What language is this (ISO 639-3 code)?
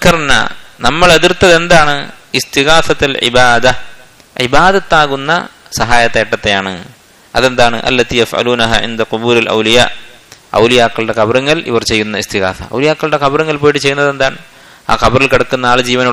mal